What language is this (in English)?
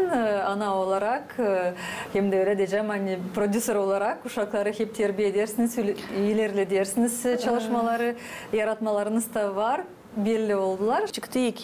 Gagauz